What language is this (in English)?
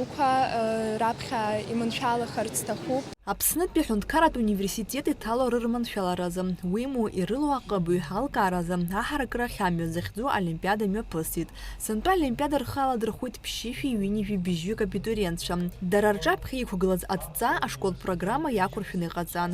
Abkhazian